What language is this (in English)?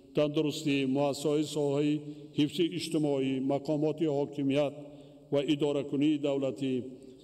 Tajik